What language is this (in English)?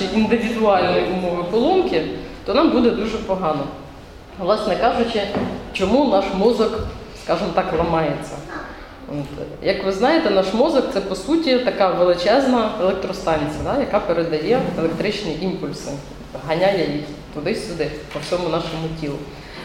Ukrainian